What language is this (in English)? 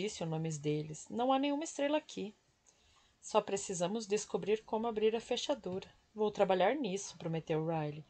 Portuguese